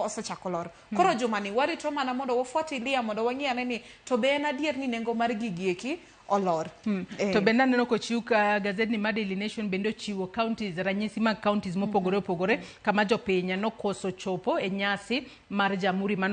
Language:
Luo (Kenya and Tanzania)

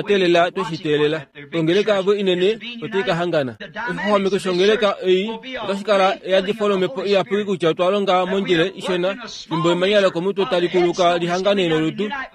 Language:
Kuanyama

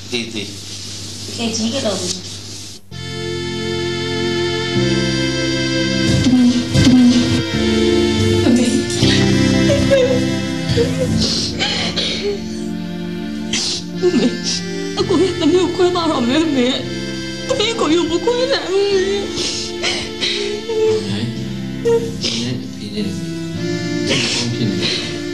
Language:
Burmese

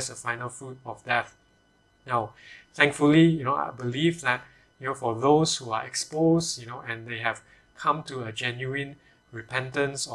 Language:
English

